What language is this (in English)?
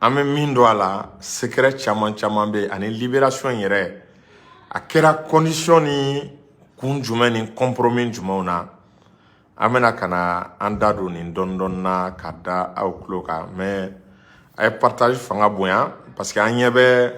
Bambara